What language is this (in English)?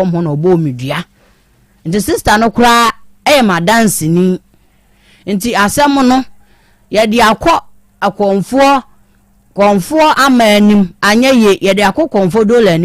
Akan